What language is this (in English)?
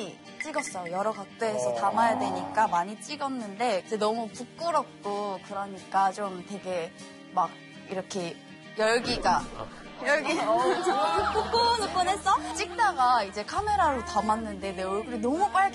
Korean